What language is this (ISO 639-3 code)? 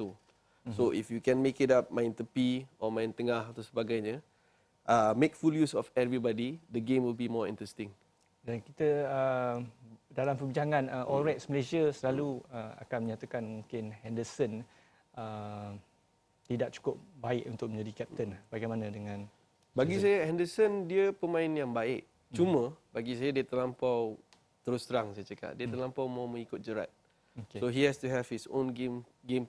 msa